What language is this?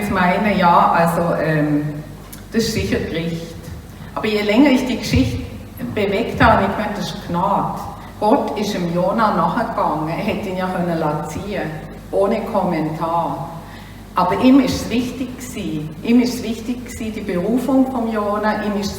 Swiss German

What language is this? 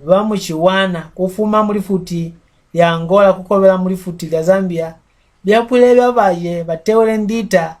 Mbunda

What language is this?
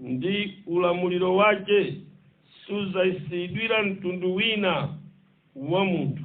Nyanja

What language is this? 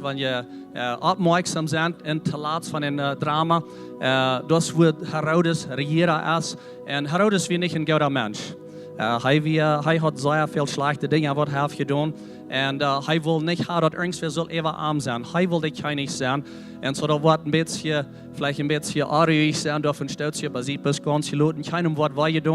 Plautdietsch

